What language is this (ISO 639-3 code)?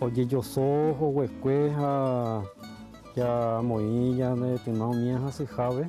grn